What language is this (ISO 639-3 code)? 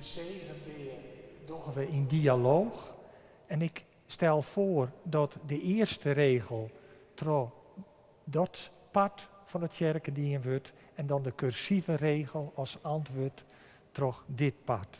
fry